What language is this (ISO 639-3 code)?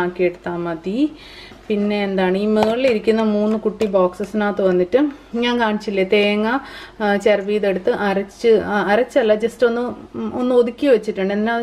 mal